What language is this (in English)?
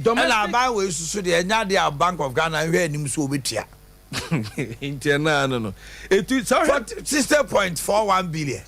Akan